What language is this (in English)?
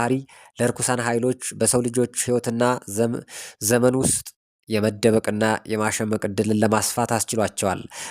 Amharic